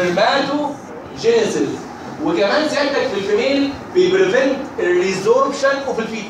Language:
Egyptian Arabic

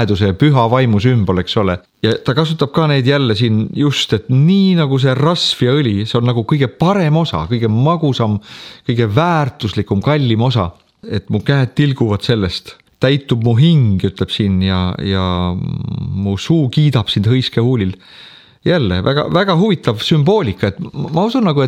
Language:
Estonian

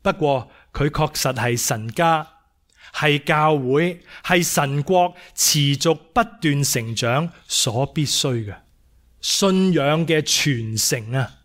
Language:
Cantonese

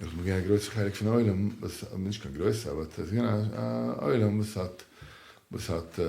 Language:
Yiddish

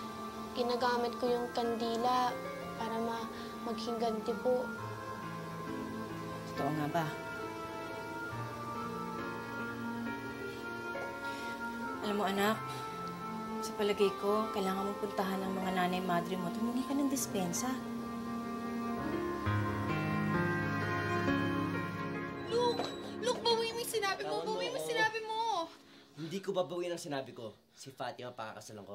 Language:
Filipino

